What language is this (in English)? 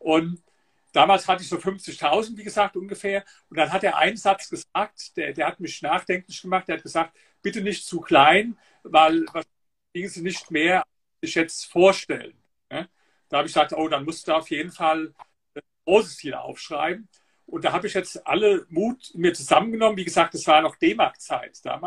German